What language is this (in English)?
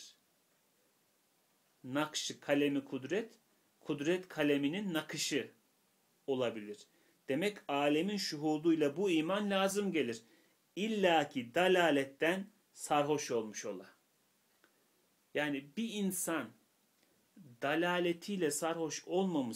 Turkish